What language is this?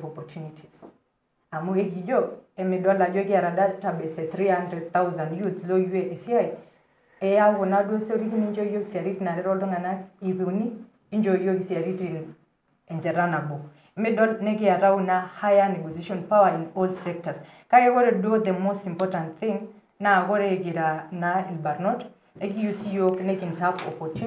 Masai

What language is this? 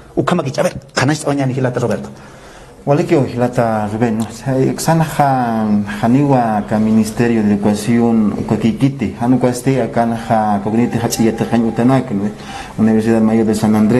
Aymara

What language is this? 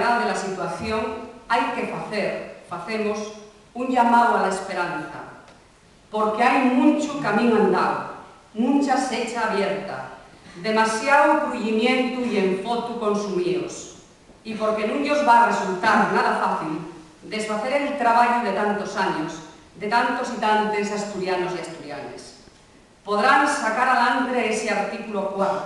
Asturian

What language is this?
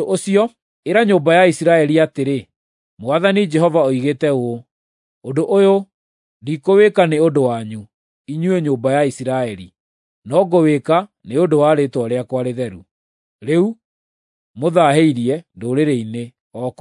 Kikuyu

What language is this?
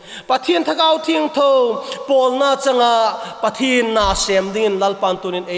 Vaiphei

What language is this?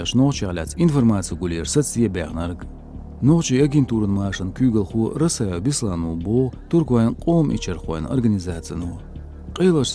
Chechen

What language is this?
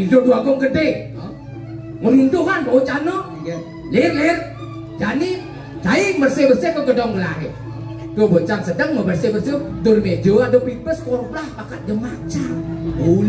Balinese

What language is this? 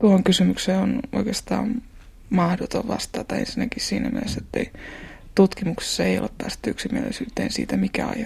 Finnish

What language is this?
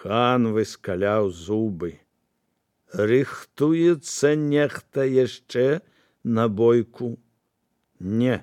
Belarusian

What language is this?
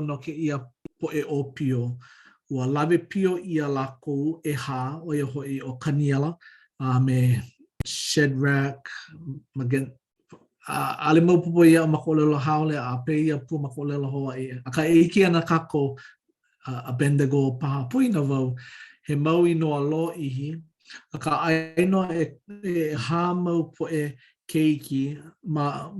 Hawaiian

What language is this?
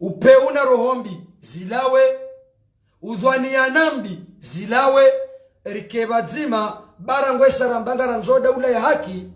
Ngazidja Comorian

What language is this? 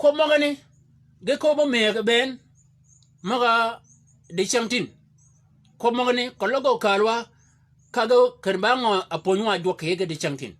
Shilluk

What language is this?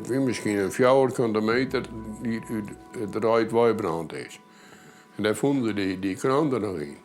Western Frisian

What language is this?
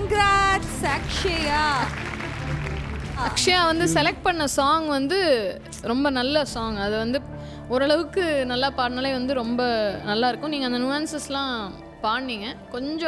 Tamil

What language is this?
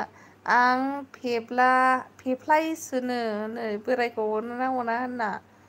Bodo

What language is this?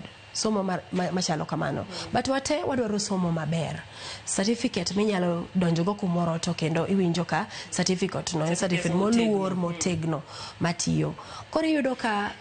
Luo (Kenya and Tanzania)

